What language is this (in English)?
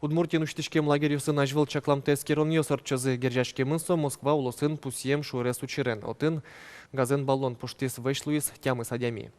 Udmurt